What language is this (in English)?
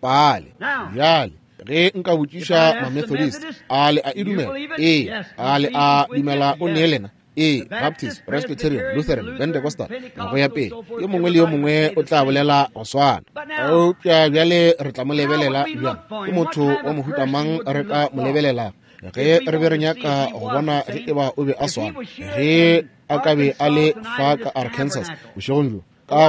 Northern Sotho